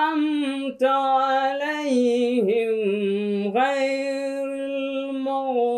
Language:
Persian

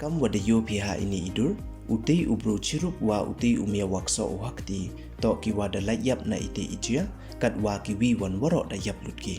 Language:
Pnar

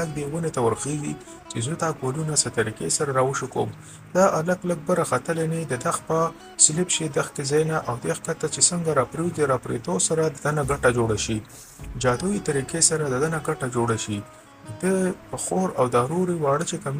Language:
Pashto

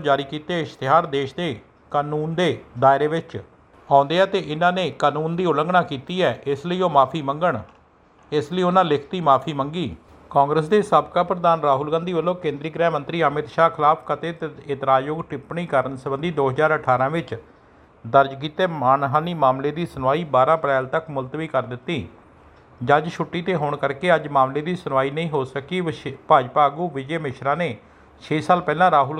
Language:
Punjabi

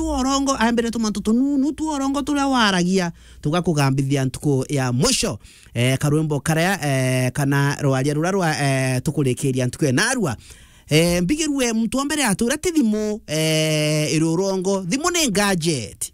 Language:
Meru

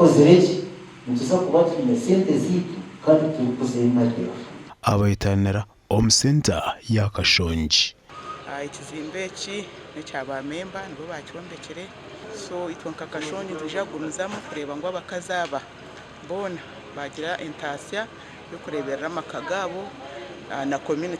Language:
Nyankole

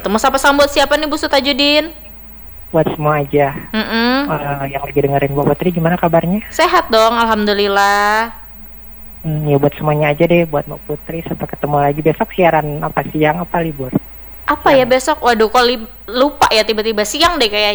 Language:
Indonesian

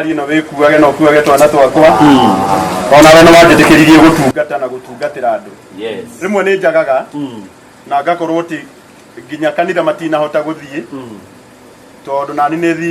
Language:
Kikuyu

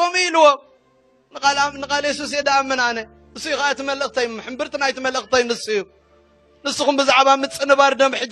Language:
Tigrinya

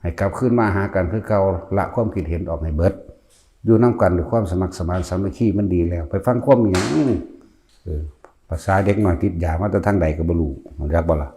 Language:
Northeastern Thai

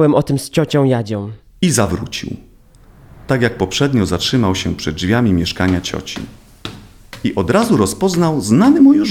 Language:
Polish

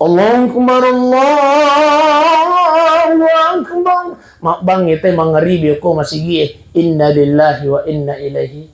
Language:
Buginese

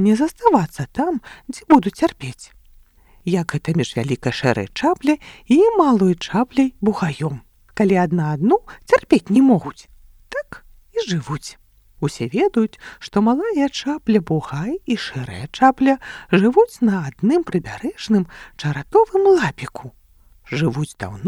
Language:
Belarusian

